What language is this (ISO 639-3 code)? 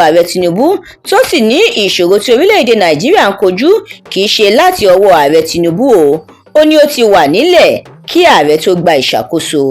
yor